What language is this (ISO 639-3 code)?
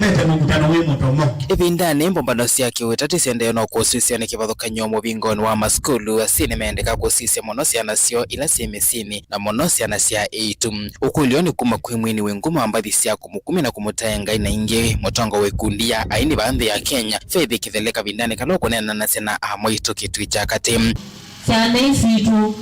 kam